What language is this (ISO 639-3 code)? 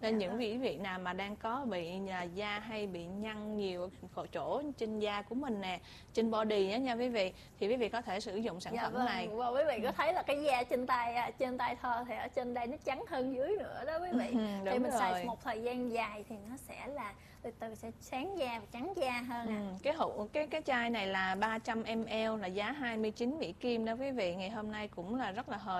vie